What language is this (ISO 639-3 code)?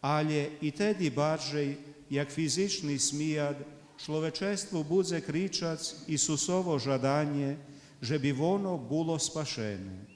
rue